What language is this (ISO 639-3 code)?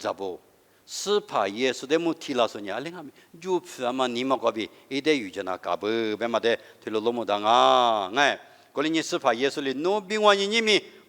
lis